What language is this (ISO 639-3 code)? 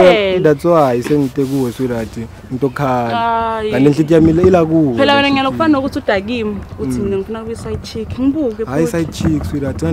zul